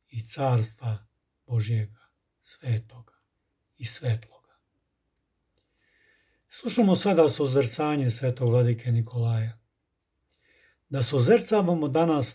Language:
Serbian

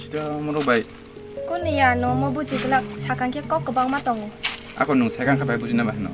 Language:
Kok Borok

